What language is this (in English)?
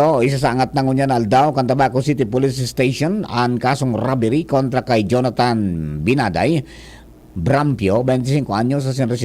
Bikol